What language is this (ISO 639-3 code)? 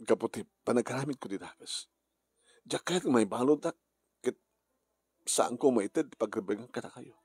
ilo